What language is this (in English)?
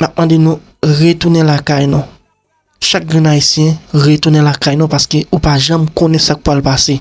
Haitian Creole